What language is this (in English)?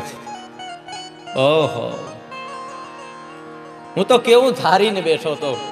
Gujarati